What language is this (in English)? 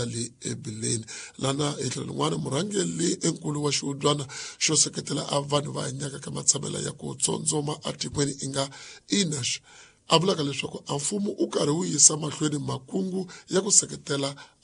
Tsonga